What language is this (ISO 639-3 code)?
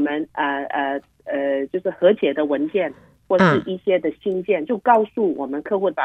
zho